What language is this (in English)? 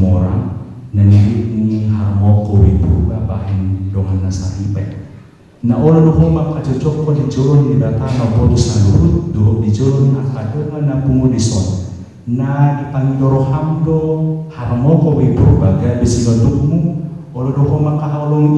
Batak Toba